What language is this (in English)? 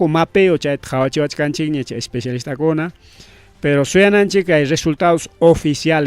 Ayacucho Quechua